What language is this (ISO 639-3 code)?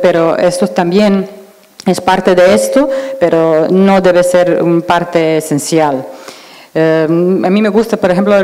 spa